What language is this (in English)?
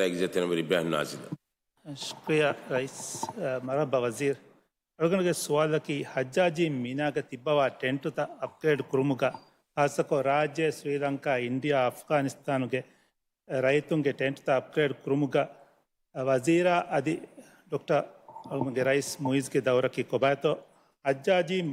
Divehi